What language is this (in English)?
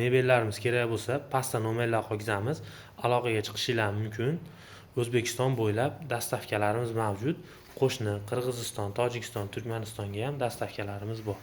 Uzbek